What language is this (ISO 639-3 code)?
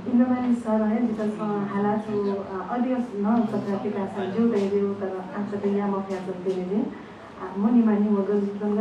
new